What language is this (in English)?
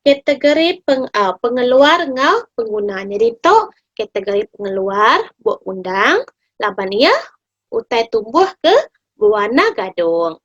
Iban